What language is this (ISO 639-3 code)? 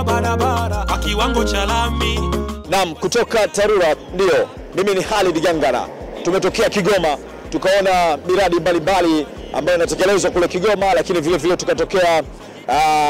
swa